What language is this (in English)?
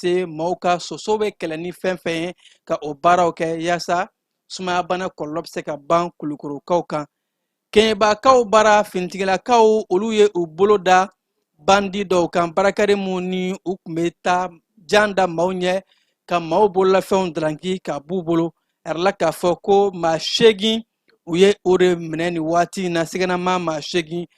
Bambara